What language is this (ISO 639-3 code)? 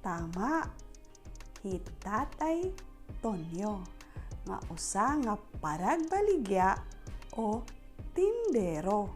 war